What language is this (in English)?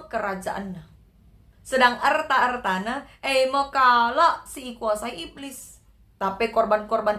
Batak Karo